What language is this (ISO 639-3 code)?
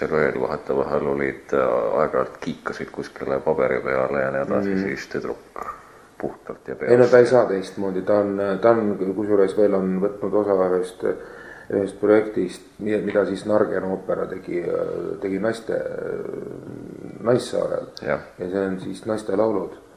est